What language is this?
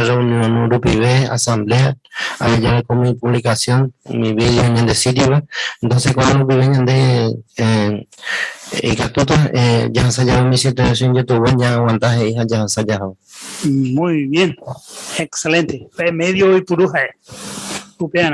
Guarani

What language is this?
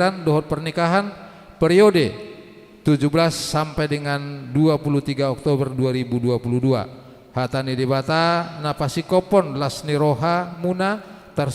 Batak Toba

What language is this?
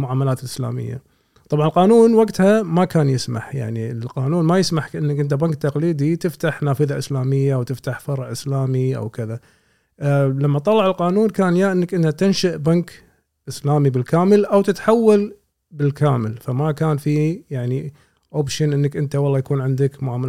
Gulf Arabic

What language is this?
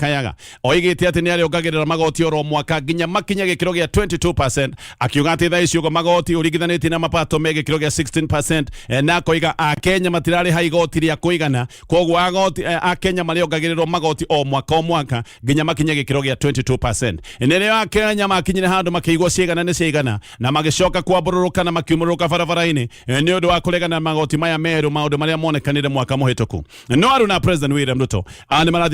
Kikuyu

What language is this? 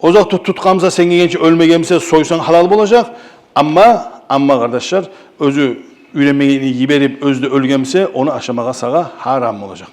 Kumyk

